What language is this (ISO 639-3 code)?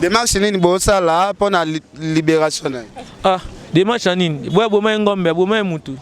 lin